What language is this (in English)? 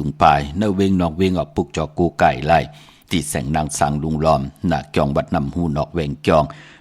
Shan